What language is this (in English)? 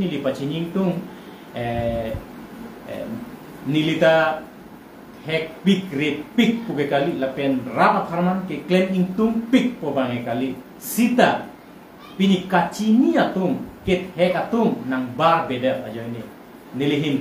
Karbi